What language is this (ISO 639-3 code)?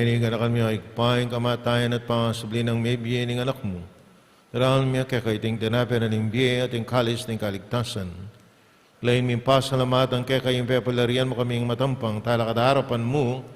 pam